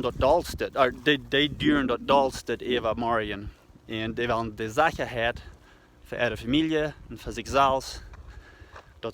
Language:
Plautdietsch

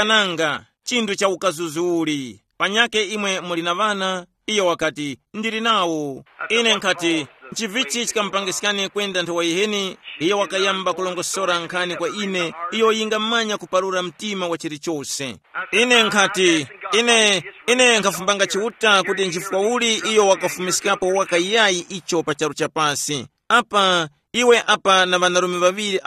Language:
Tumbuka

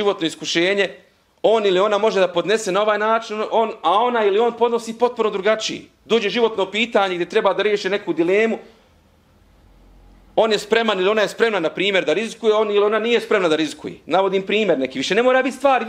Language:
Bosnian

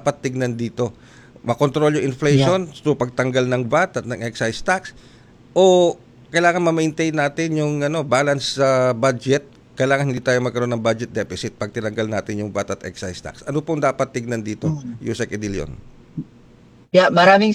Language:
Filipino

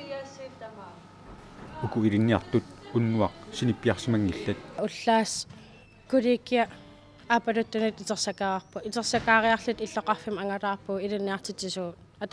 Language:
Kalaallisut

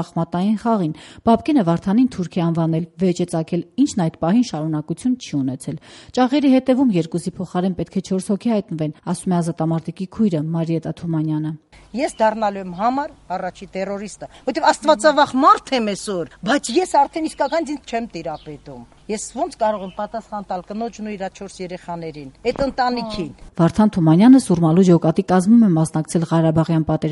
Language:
Armenian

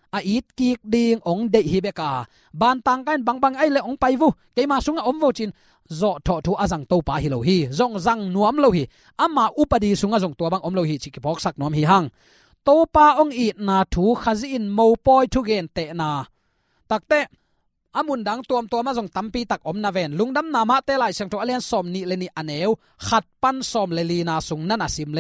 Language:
Tedim Chin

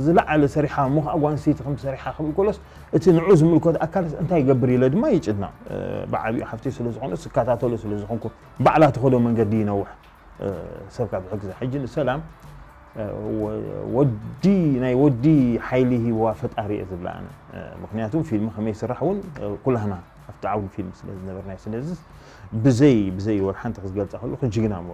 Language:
Tigrinya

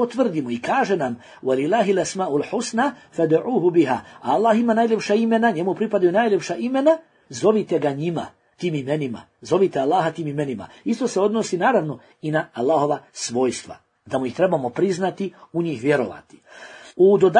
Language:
Bosnian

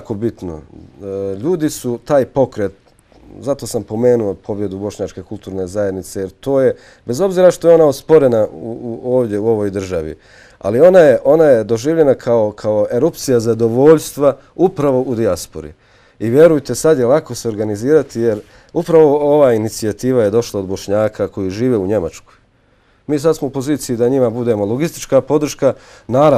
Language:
Bosnian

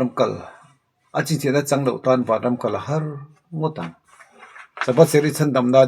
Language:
Mizo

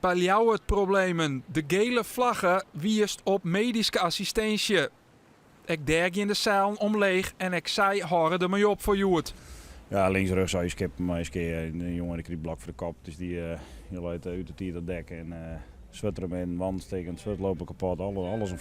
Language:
Western Frisian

